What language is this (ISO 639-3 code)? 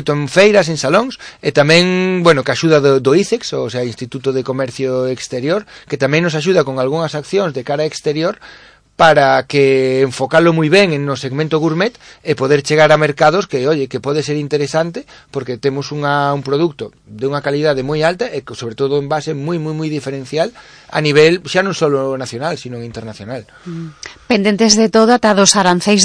glg